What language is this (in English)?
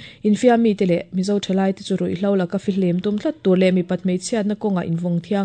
Mizo